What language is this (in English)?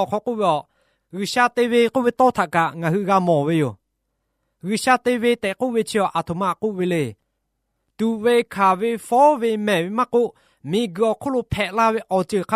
Lahu